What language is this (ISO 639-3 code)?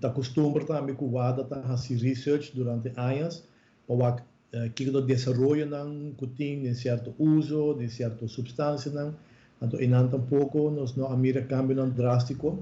pap